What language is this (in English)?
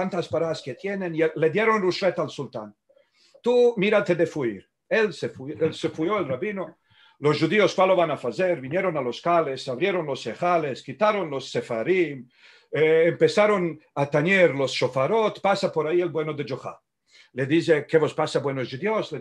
Ladino